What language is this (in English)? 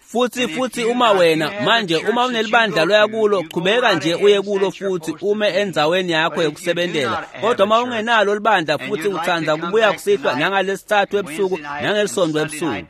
Swati